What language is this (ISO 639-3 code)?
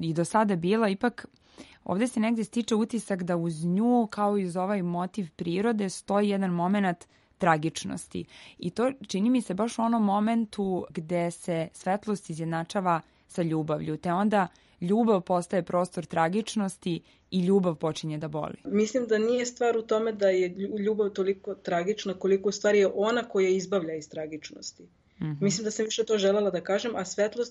srp